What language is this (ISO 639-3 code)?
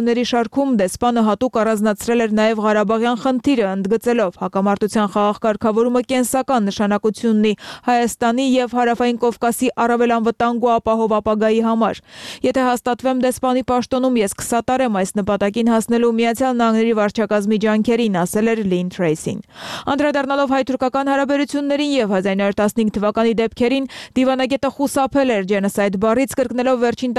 hye